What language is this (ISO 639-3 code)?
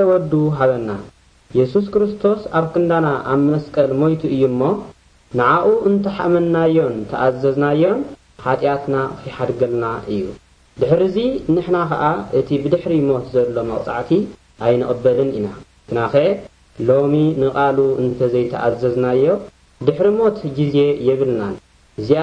tir